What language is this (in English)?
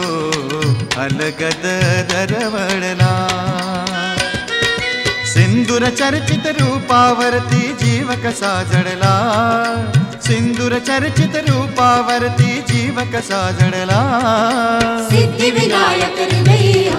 Marathi